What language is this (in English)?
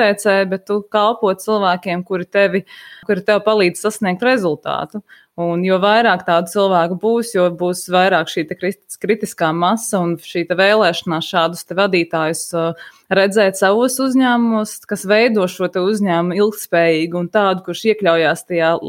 Latvian